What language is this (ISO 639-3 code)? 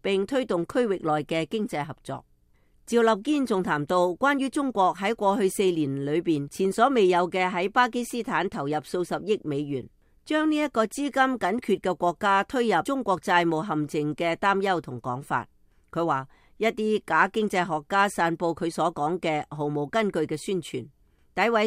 yue